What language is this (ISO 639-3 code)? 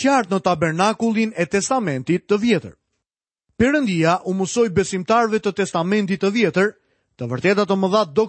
sqi